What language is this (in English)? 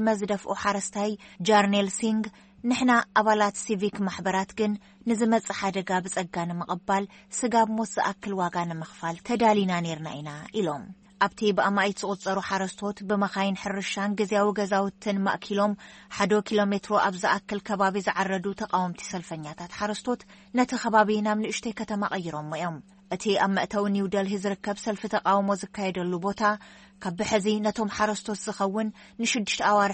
Tigrinya